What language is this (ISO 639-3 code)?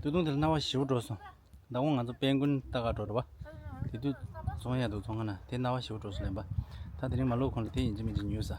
bod